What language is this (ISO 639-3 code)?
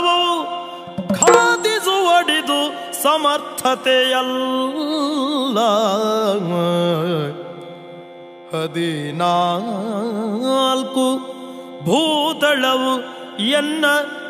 kan